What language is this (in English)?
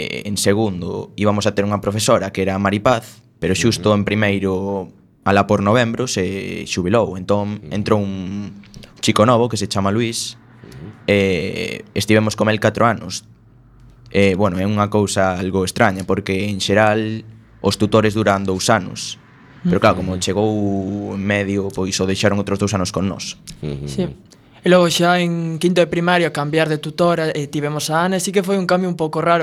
Galician